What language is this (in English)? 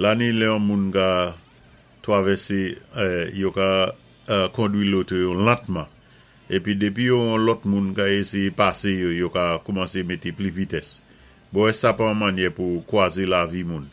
Saint Lucian Creole French